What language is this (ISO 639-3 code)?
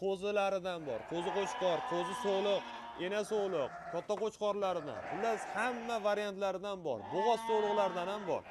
uzb